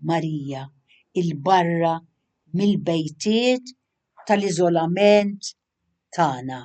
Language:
Maltese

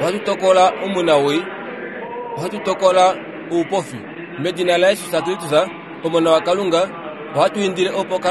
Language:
Kuanyama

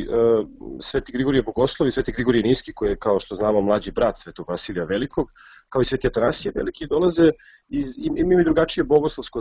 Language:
Serbian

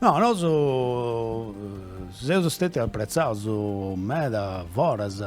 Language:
Sardinian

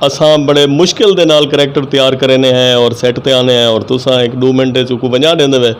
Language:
Saraiki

